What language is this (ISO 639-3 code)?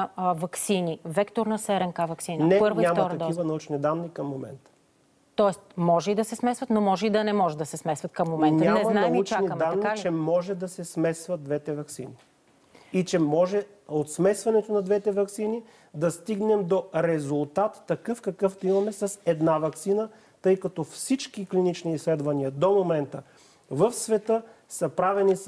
bul